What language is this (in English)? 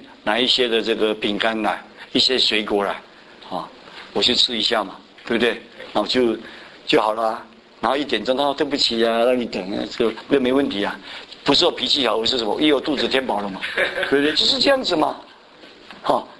Chinese